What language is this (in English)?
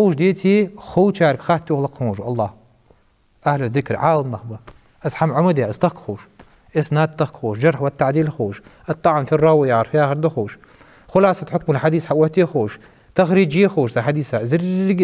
Ingush